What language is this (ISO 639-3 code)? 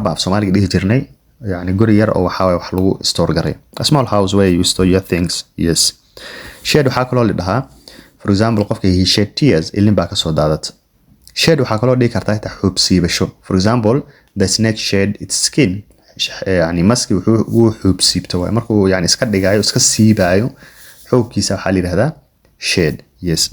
som